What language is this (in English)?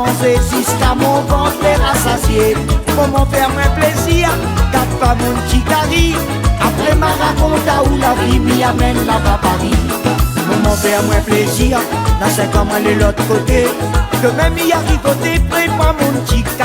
Réunion Creole French